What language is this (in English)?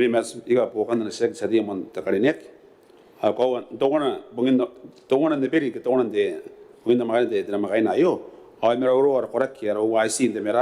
Gilbertese